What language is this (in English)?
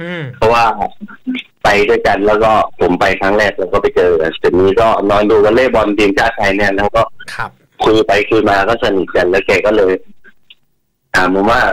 Thai